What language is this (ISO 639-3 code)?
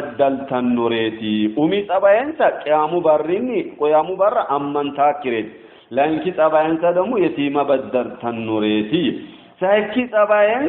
sid